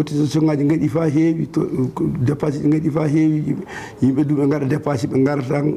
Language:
Fula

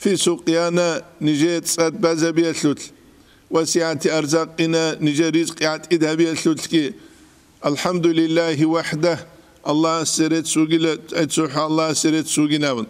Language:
Avaric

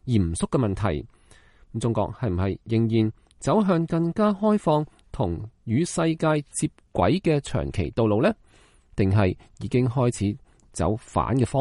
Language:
Cantonese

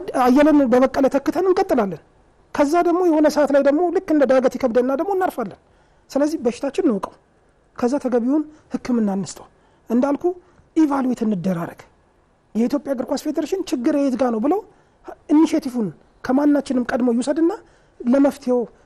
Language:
Amharic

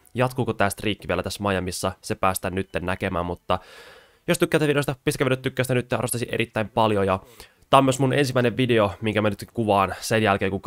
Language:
Finnish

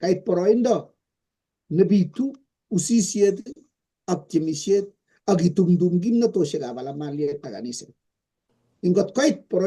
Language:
Kalenjin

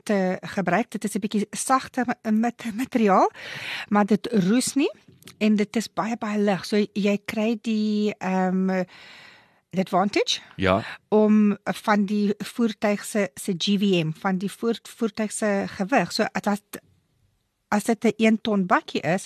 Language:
Afrikaans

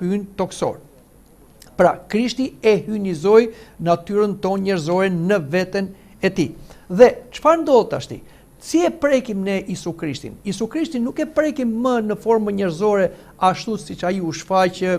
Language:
Albanian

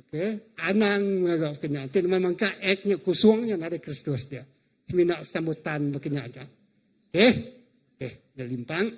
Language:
Iban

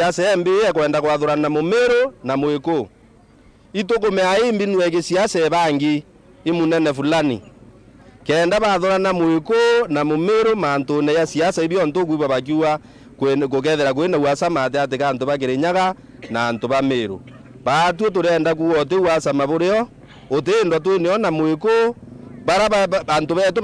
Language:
Meru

